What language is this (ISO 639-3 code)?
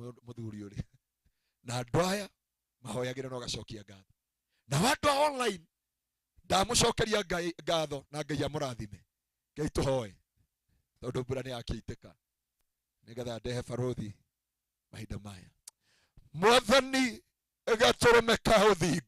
kik